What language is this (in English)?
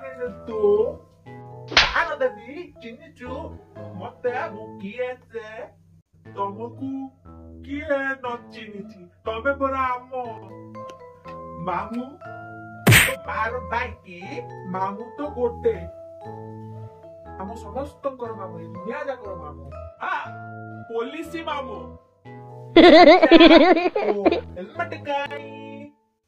Odia